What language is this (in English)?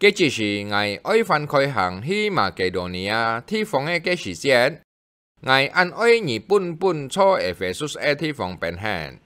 Hakka Chinese